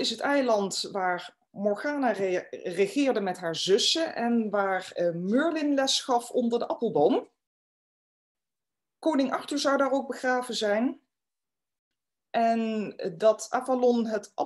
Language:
Dutch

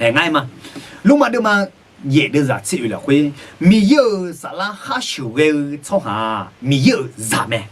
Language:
Akha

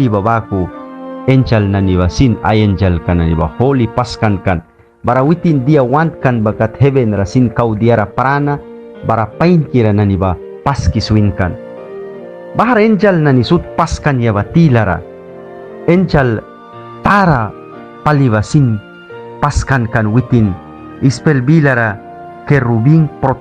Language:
Mískito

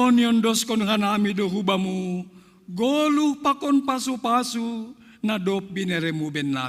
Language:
Batak Simalungun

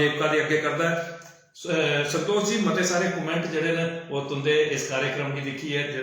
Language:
Dogri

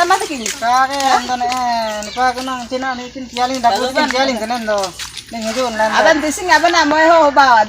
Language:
Ho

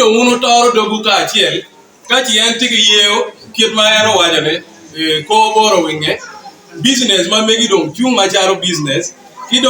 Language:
Acoli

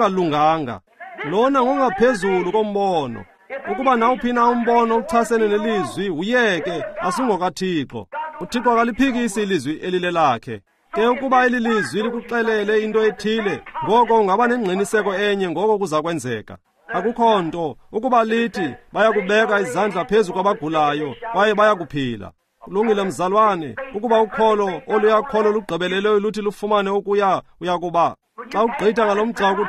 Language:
Xhosa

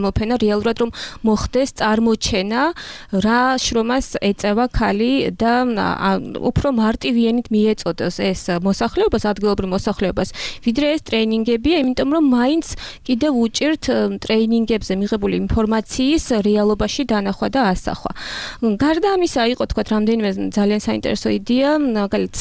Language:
Georgian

